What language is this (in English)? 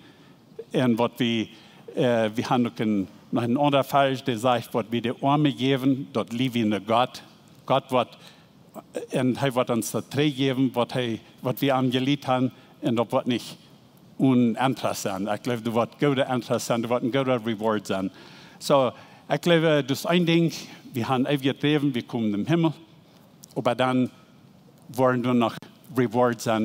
Plautdietsch